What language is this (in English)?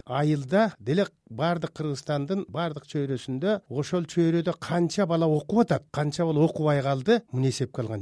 Kyrgyz